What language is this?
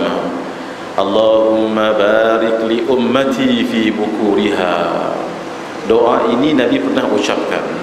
Malay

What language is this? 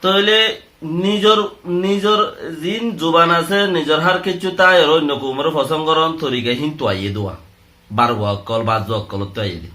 Rohingya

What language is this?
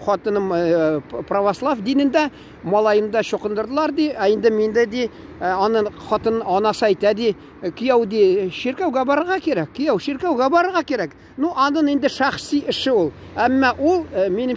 Tatar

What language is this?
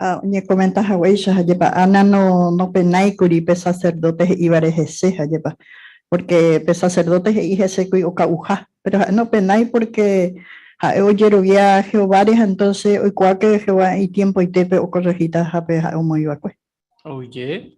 Guarani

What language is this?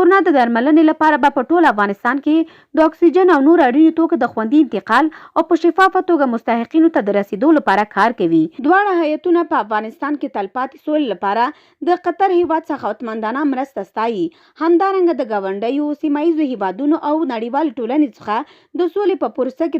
Pashto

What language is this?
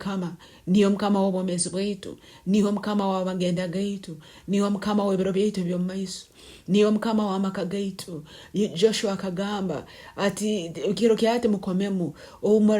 Nyoro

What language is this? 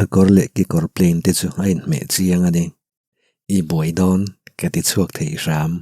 Mizo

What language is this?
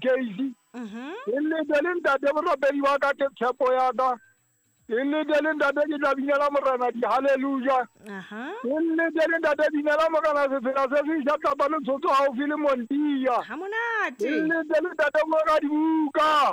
Southern Sotho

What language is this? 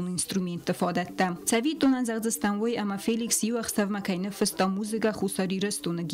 Ossetic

